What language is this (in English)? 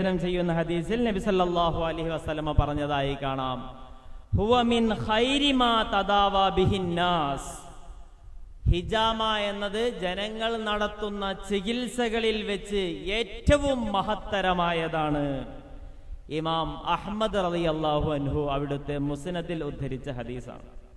Malayalam